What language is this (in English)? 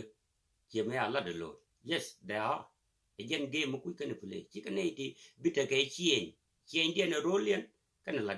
Nuer